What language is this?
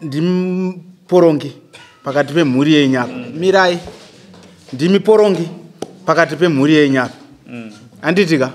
Shona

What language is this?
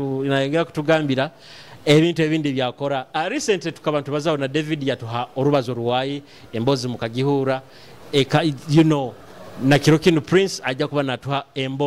Nyoro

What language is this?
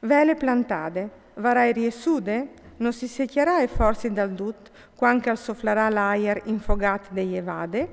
Friulian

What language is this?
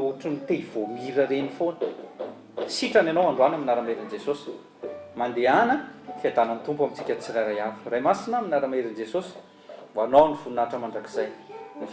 Malagasy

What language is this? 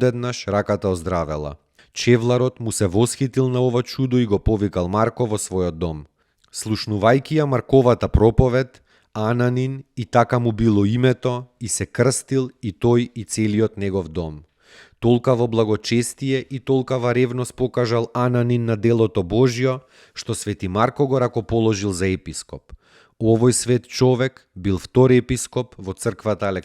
Macedonian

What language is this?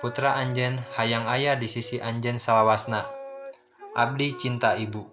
Sundanese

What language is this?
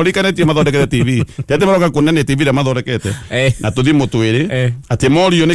Kikuyu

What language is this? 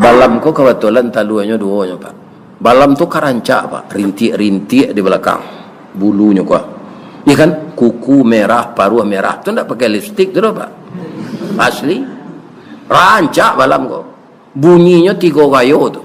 Minangkabau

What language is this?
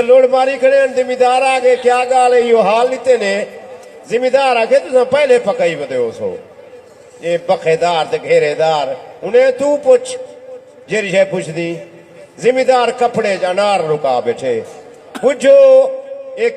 Saraiki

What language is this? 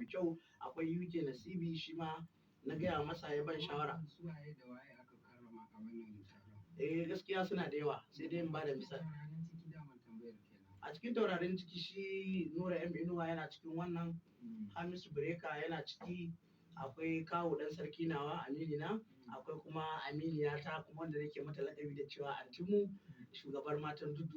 Hausa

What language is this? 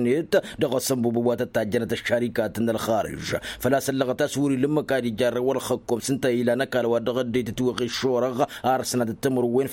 Tamasheq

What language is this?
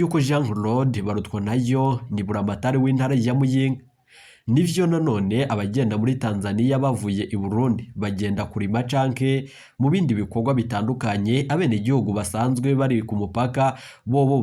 Rundi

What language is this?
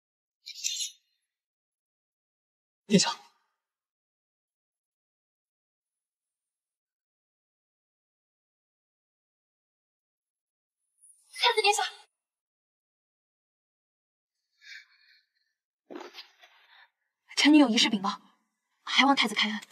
Chinese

